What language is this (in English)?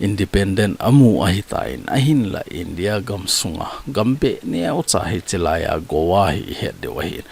Thado Chin